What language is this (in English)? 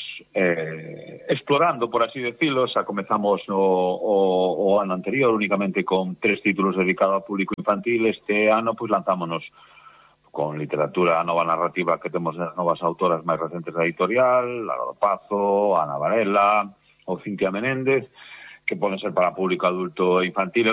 Galician